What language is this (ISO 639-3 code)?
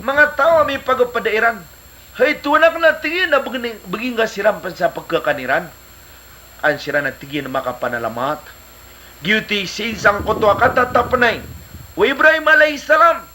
mrw